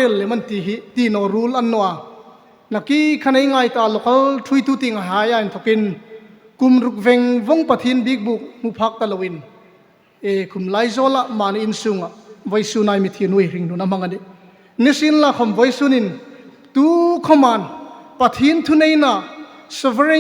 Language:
Hmar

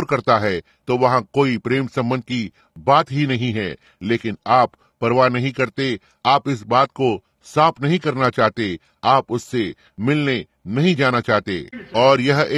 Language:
Hindi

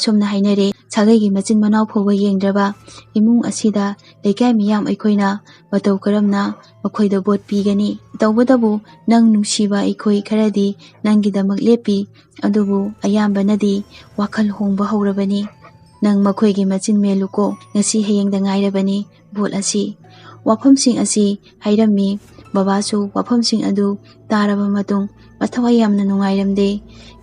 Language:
Manipuri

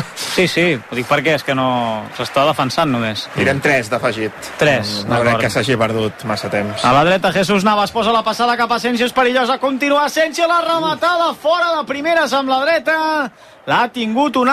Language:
Catalan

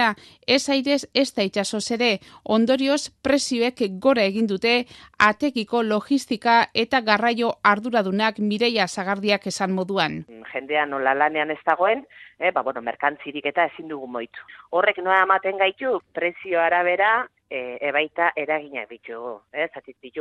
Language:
Basque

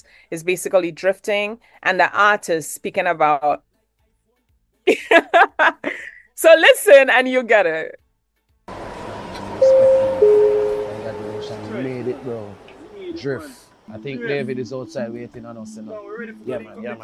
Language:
English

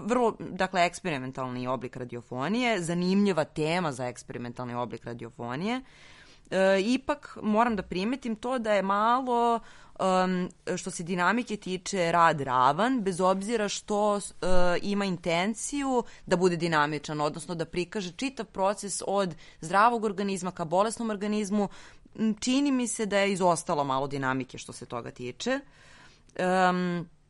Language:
Serbian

